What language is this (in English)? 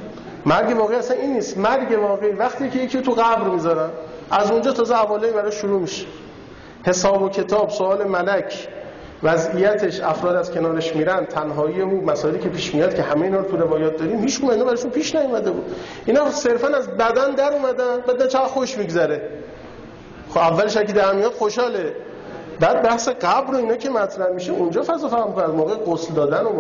Persian